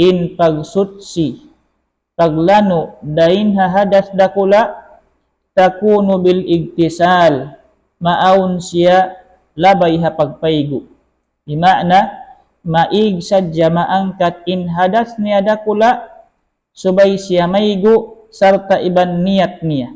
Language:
Tausug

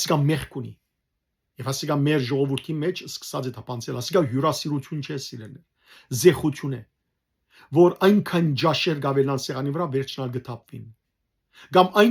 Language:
Western Armenian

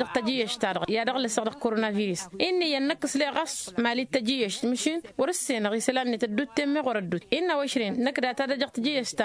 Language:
Tamasheq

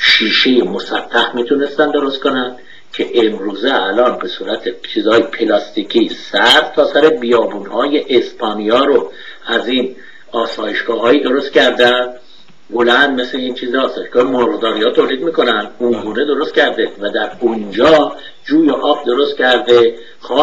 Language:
Persian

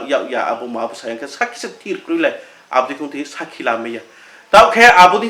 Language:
Riang (India)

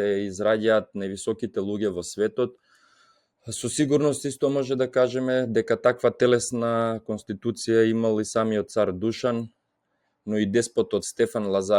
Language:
Macedonian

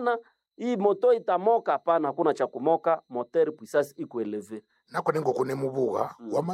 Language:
Swahili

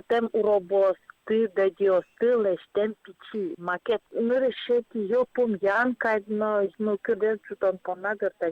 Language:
Udmurt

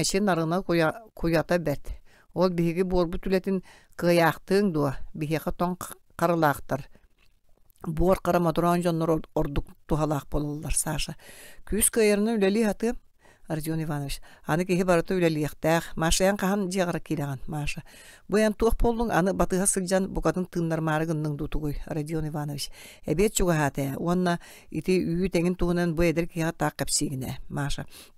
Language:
Yakut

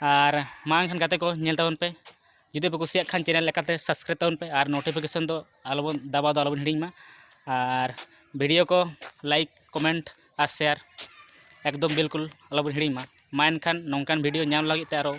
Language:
Santali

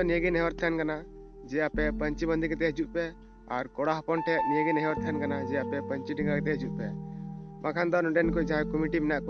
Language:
Santali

